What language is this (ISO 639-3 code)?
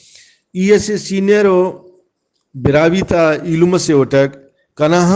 brh